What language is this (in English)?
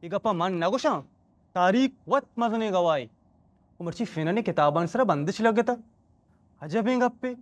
Baluchi